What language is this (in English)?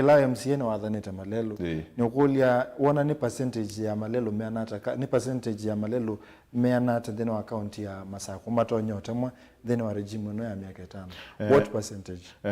Kamba